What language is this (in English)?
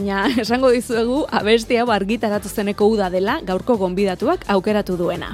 Basque